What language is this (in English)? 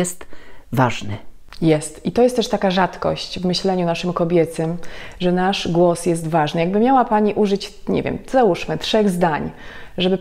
Polish